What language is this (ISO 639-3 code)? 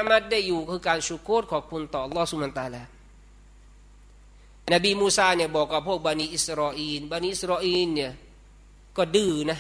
tha